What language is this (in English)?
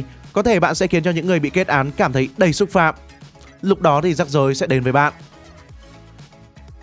Vietnamese